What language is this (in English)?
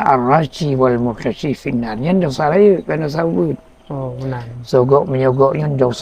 Achinese